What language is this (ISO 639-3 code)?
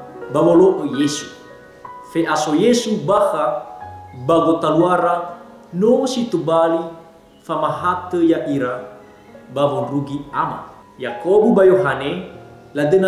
nia